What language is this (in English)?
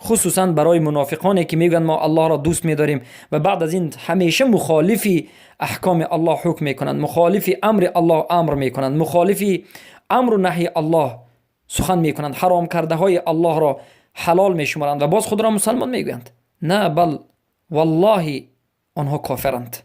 Persian